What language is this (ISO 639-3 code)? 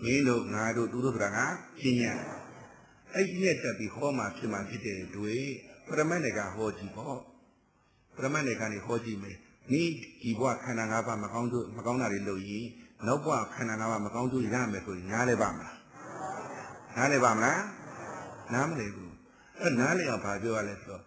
mya